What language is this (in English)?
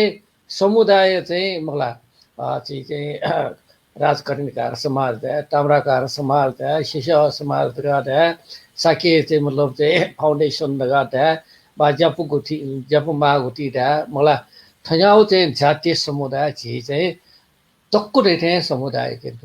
Newari